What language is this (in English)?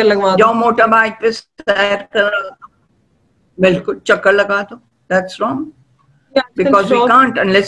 Urdu